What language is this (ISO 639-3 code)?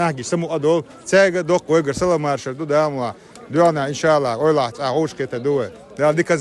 che